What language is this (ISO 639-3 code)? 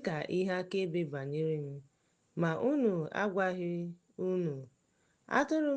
ibo